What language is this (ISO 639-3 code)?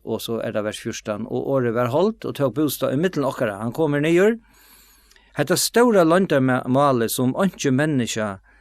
fao